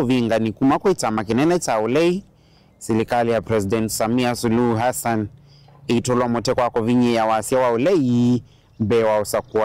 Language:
Kamba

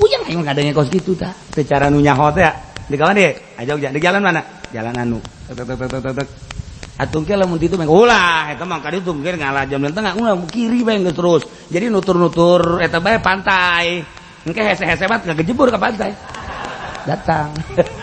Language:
Sundanese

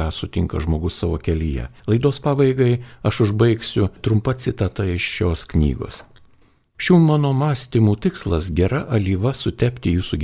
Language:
Lithuanian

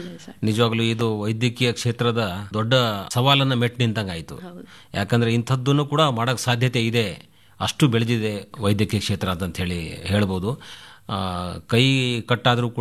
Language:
Kannada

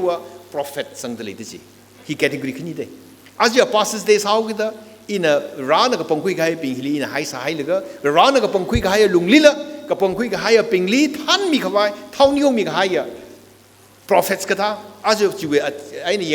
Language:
Tangkhul Naga (India)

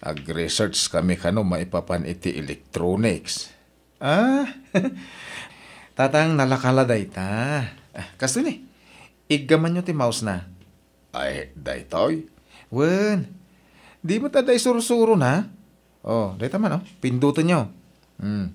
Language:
Iloko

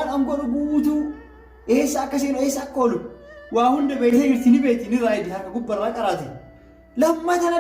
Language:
Oromo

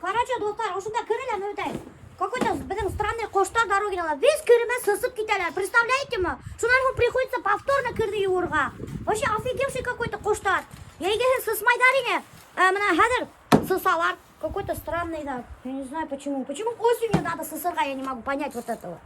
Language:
Bashkir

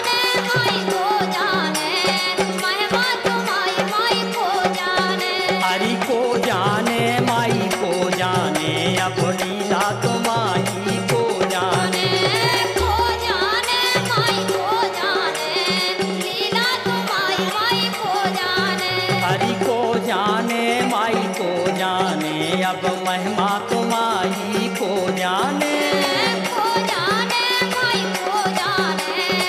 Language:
Bundeli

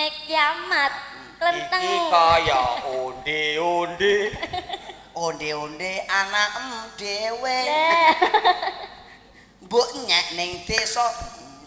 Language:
Javanese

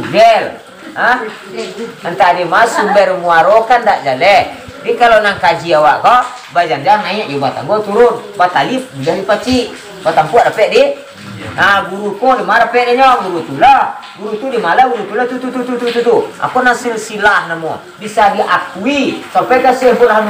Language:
Minangkabau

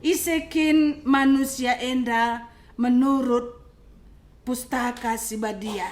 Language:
Batak Karo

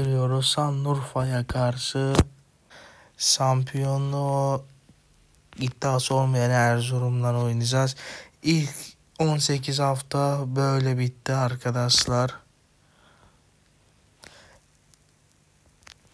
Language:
Turkish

